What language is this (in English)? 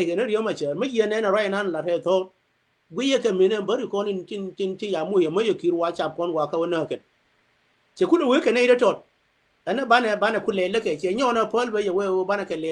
Nuer